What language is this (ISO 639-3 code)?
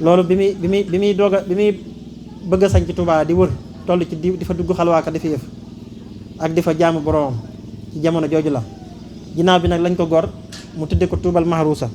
wol